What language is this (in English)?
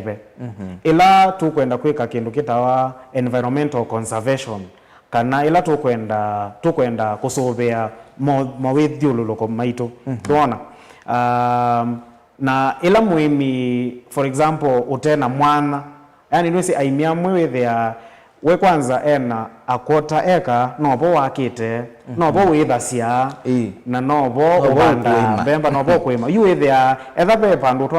Kamba